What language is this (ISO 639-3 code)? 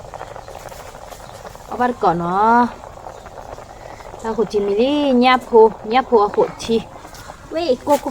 ksw